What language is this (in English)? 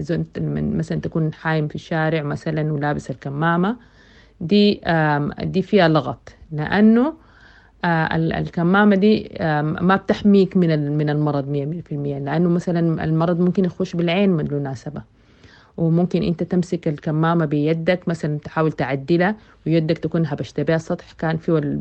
Sudanese Arabic